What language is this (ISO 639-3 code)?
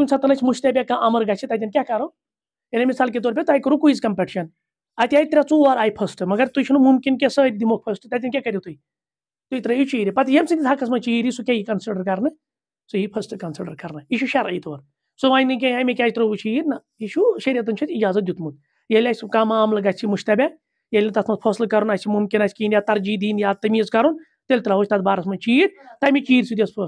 kas